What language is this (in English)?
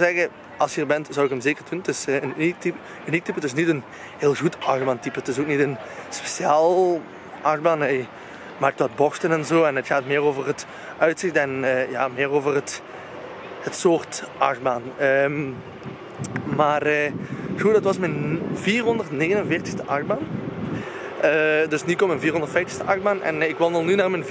Dutch